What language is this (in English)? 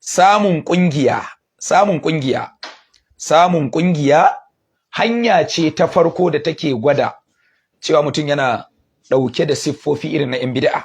Hausa